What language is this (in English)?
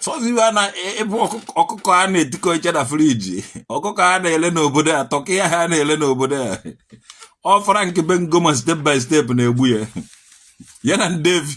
Igbo